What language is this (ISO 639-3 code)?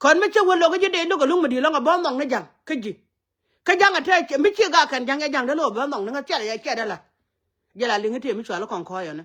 nus